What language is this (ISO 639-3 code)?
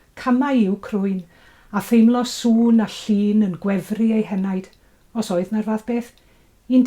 cym